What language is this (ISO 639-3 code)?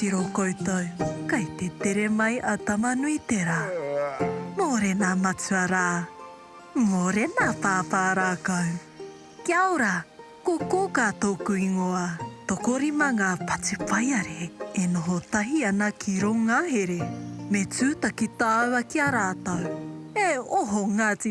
mri